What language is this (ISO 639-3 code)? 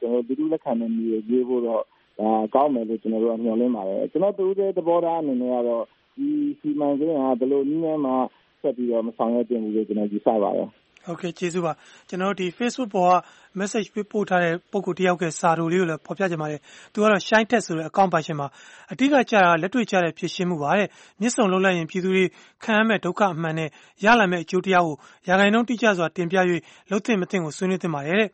mya